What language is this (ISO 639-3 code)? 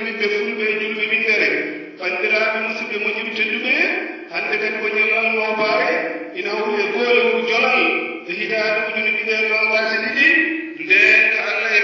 ful